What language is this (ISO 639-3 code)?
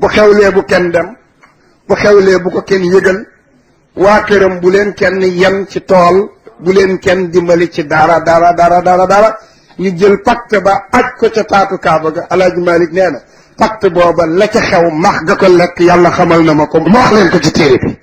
wol